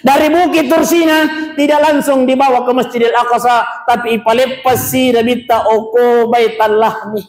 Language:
Buginese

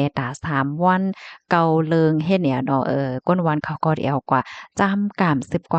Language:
Shan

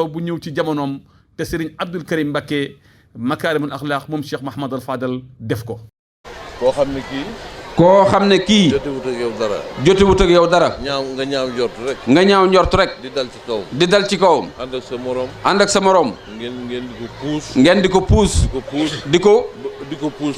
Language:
Wolof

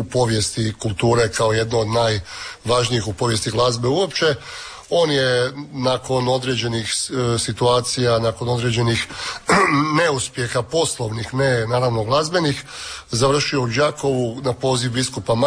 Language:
Croatian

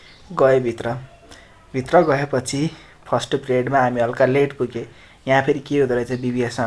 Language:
Nepali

